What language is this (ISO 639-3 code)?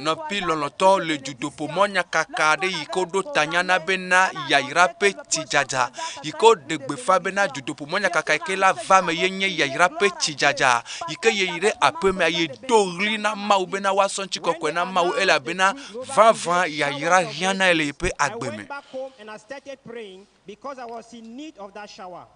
ewe